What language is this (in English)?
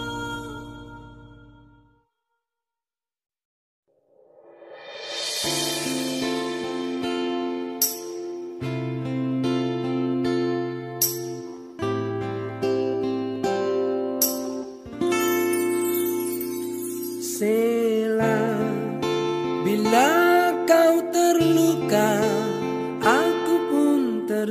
Indonesian